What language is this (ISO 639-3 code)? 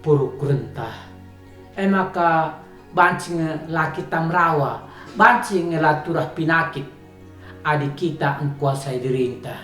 btx